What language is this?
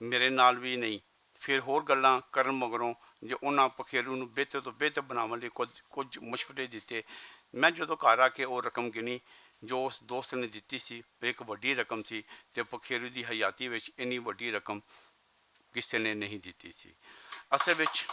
Western Panjabi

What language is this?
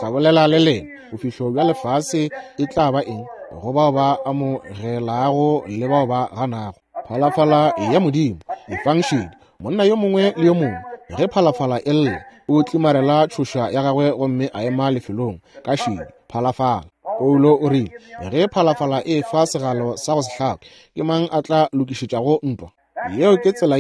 Northern Sotho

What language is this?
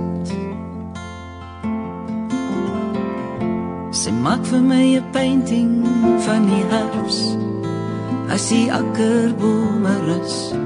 Afrikaans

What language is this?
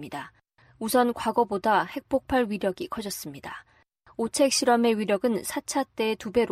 Korean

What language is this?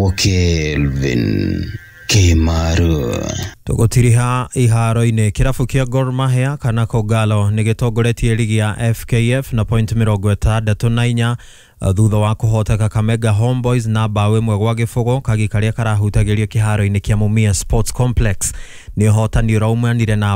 Kikuyu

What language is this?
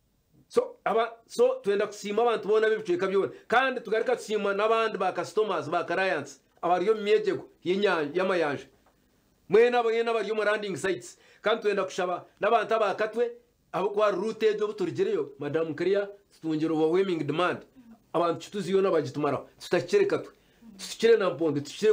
Nyankole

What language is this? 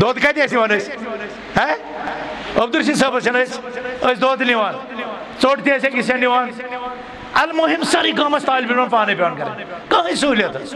Kashmiri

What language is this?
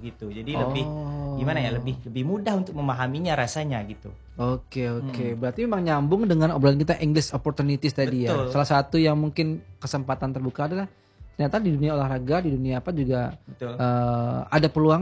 Indonesian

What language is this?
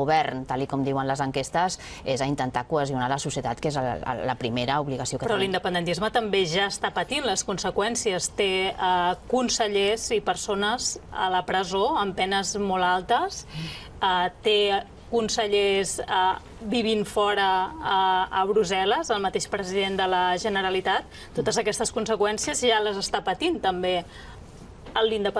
Catalan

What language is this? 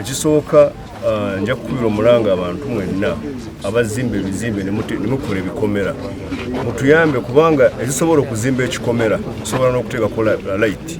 Ganda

